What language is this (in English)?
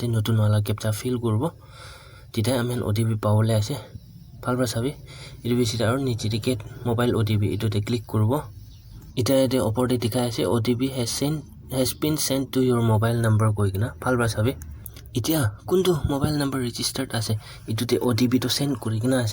Naga Pidgin